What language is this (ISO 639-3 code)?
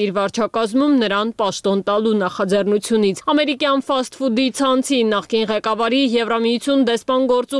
hye